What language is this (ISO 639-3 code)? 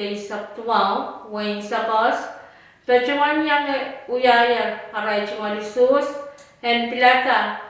pon